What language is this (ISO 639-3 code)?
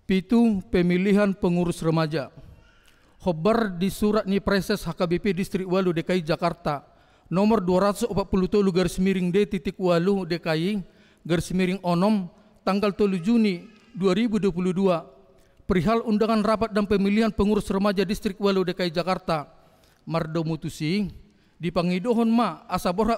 bbc